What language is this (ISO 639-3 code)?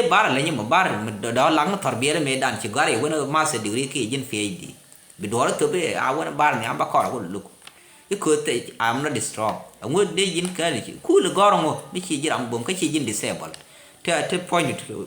nus